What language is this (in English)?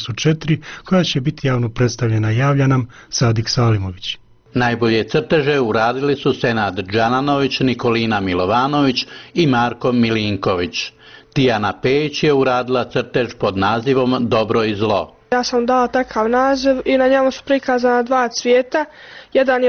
Bosnian